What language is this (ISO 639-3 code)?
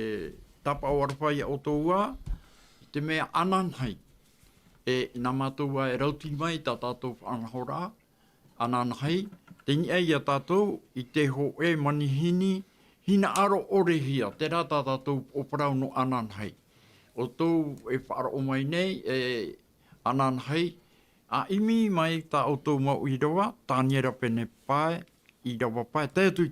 tah